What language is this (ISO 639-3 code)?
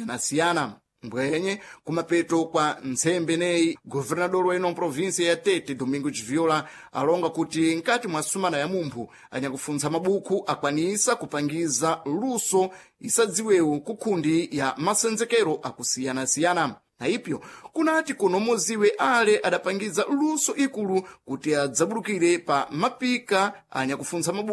seh